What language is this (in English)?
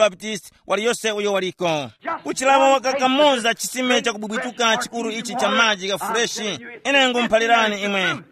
Tumbuka